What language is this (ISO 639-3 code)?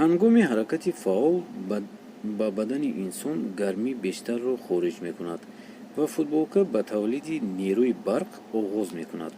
tgk